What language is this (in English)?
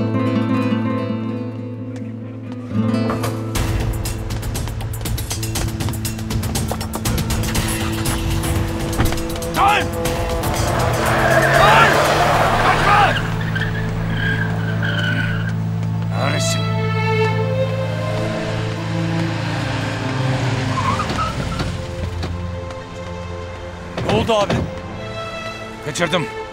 Turkish